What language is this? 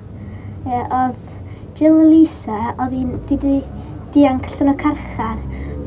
Welsh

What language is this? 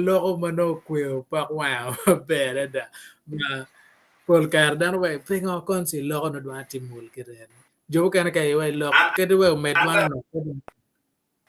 Acoli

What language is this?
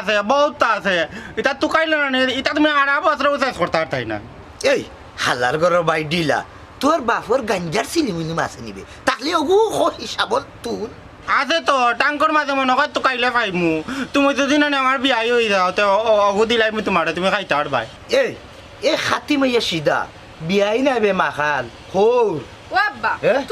Sylheti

